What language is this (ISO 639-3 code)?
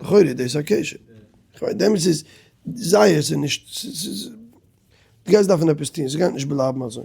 yid